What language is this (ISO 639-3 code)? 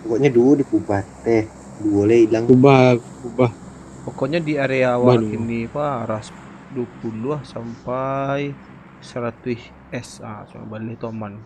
min